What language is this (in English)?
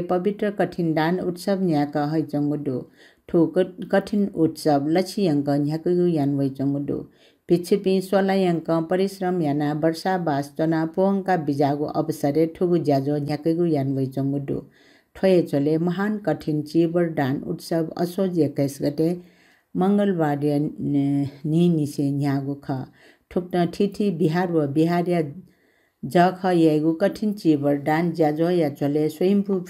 Newari